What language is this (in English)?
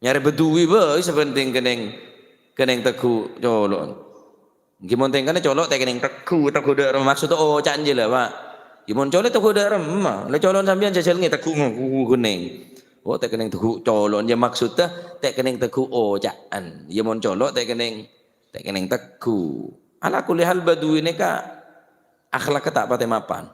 Madurese